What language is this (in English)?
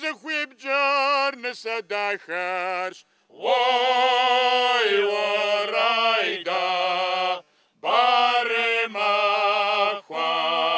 Kabardian